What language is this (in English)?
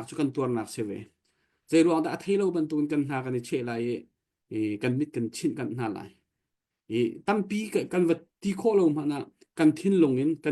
Hakha Chin